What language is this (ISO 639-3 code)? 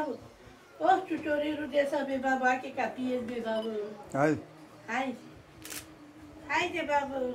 ron